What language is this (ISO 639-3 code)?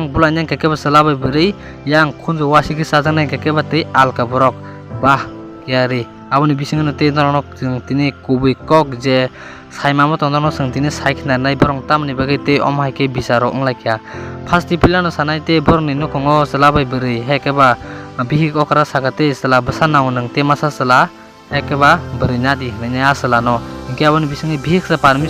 trp